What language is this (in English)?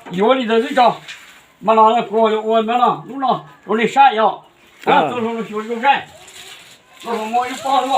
Hmong